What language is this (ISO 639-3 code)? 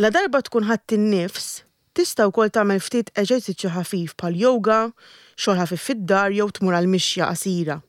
mlt